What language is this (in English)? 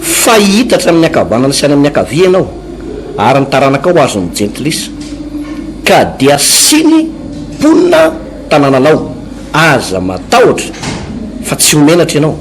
Malagasy